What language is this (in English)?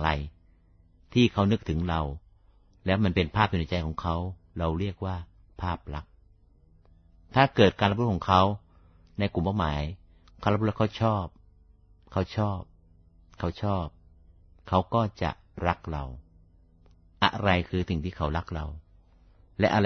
Thai